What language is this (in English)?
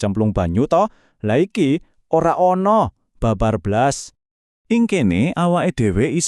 Javanese